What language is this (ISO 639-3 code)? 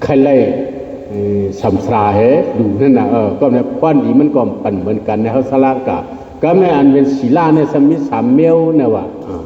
shn